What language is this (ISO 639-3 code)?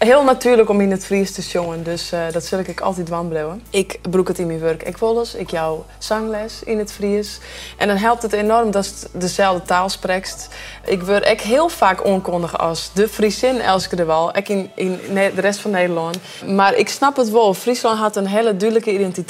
fry